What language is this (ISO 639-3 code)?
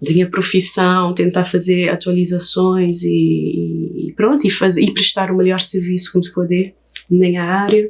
kea